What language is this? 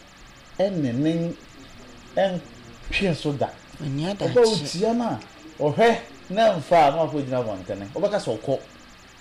Akan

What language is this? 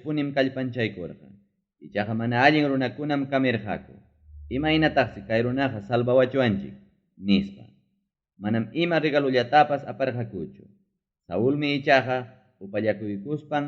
Ayacucho Quechua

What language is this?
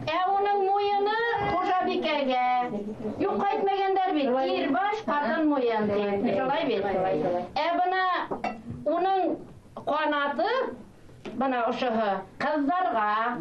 Bashkir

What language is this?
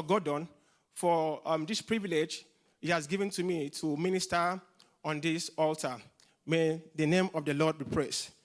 English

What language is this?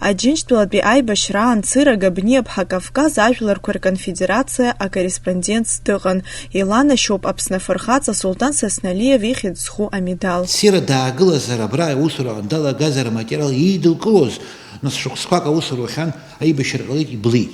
Abkhazian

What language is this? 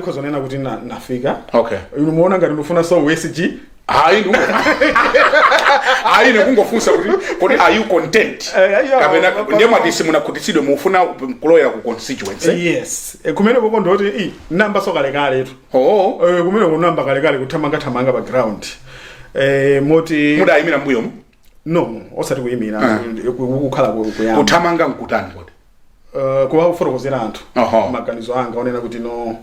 Nyanja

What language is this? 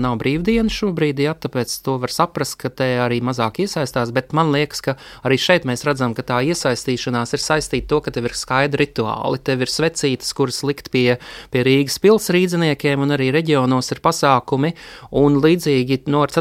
Latvian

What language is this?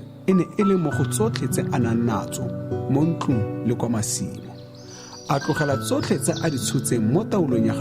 Tswana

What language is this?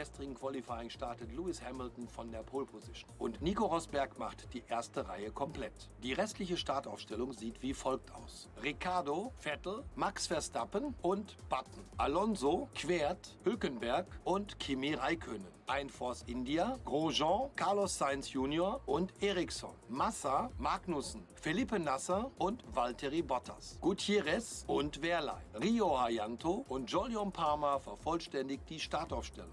Swiss German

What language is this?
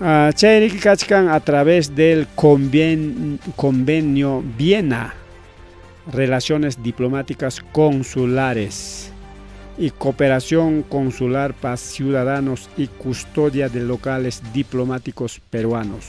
Ayacucho Quechua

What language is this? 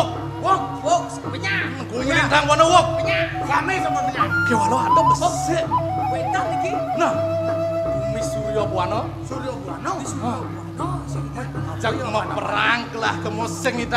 Balinese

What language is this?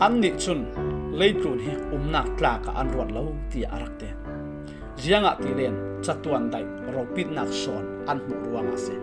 Falam Chin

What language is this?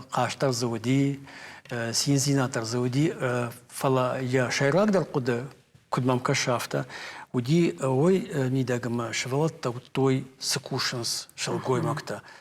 Ossetic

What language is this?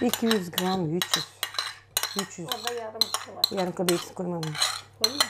Gagauz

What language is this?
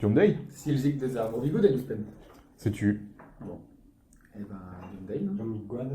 Breton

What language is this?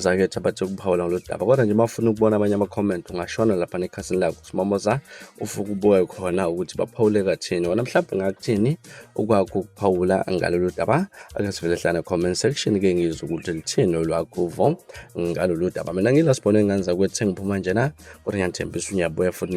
Zulu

